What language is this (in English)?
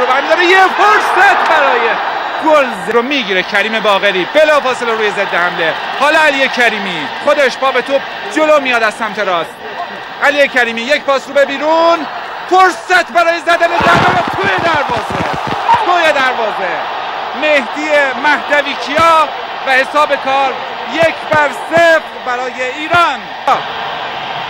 Persian